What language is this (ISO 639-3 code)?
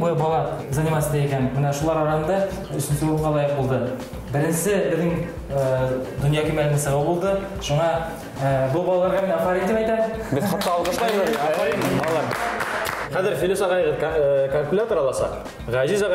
bak